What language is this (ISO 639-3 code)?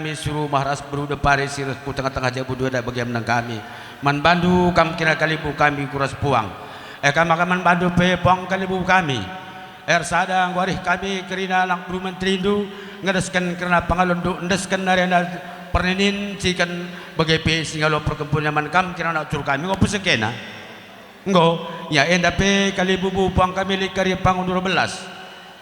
btx